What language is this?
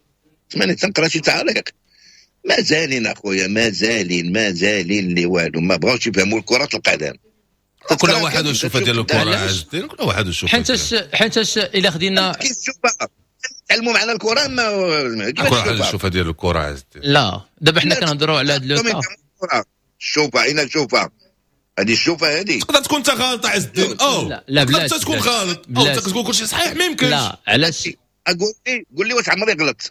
Moroccan Arabic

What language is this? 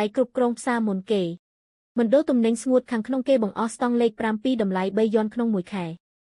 Khmer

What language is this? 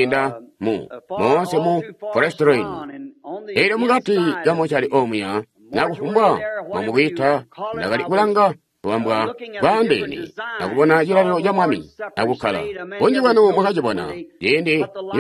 Tonga (Zambia)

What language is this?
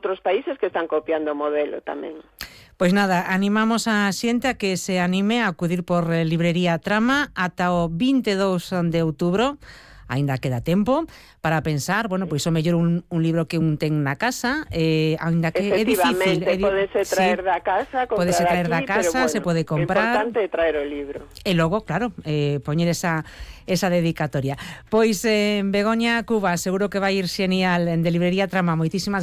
Galician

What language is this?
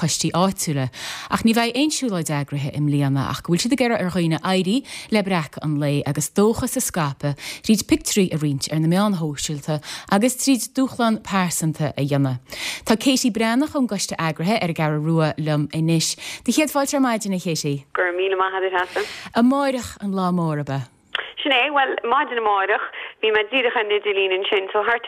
Irish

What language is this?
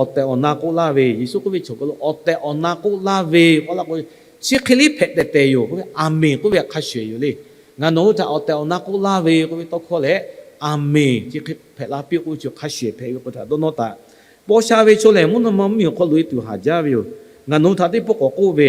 Lahu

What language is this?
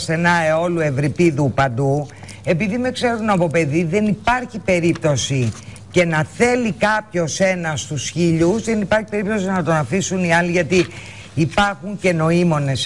Greek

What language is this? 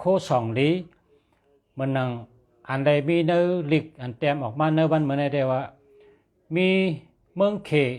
Shan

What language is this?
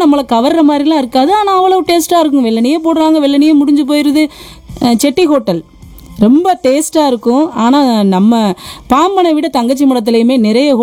Tamil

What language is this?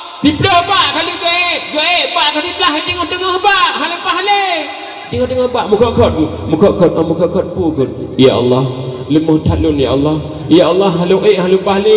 Achinese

